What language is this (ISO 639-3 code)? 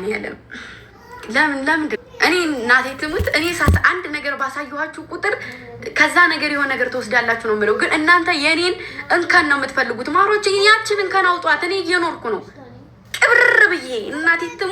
amh